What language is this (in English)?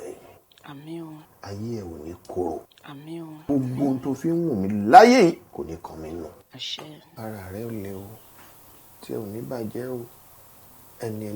Yoruba